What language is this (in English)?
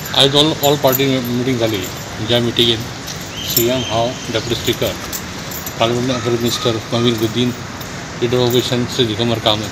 Konkani